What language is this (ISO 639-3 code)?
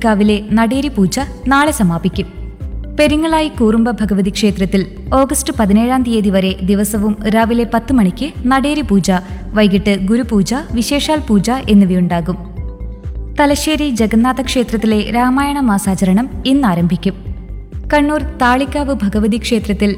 mal